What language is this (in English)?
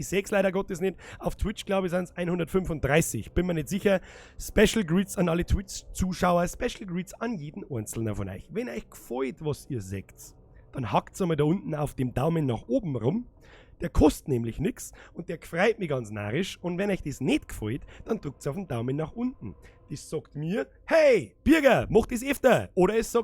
Bavarian